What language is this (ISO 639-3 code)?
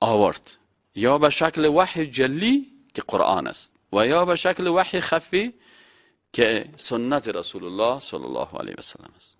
fas